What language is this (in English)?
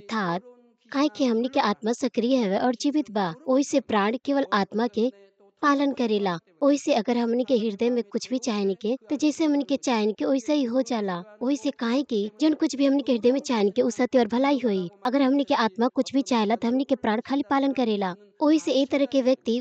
Bhojpuri